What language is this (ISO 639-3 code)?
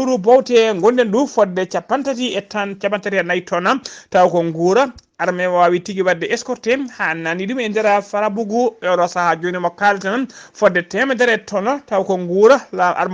ful